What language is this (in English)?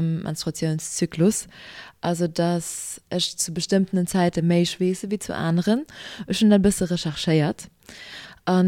Luxembourgish